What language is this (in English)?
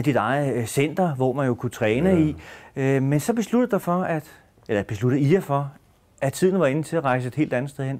Danish